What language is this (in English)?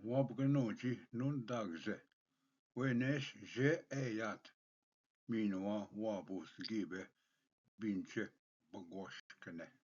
Ojibwa